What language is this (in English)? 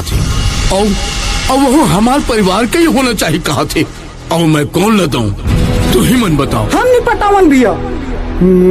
Chhattisgarhi